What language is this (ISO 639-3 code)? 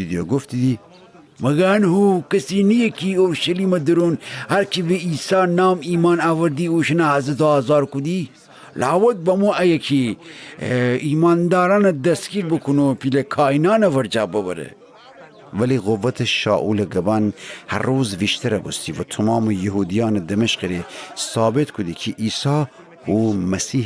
glk